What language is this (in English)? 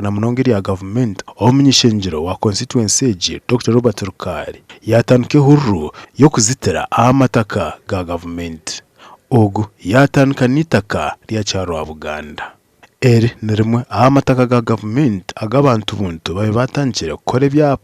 Nyankole